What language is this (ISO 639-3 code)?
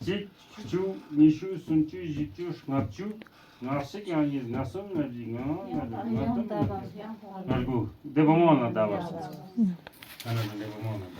bod